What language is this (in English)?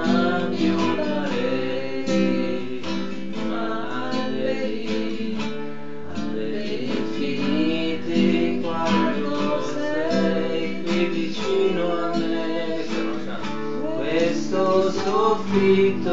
Italian